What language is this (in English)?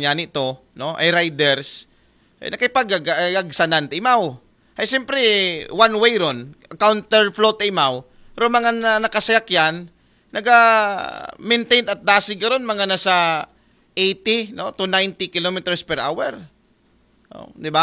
Aklanon